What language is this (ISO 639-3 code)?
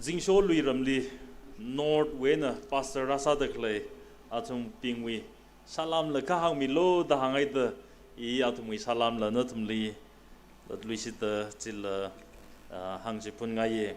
nmf